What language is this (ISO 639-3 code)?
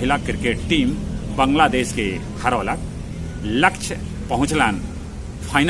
mag